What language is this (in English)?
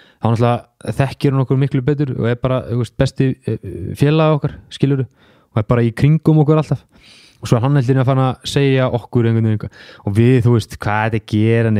Icelandic